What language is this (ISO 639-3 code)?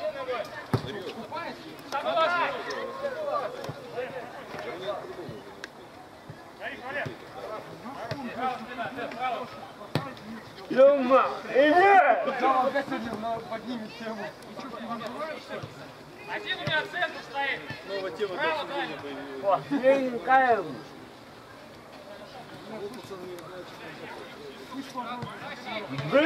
rus